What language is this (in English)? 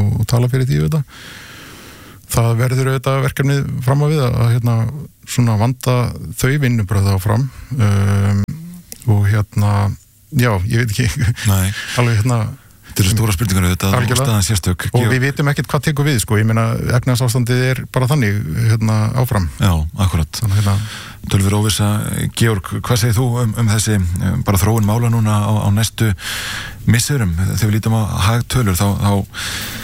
Icelandic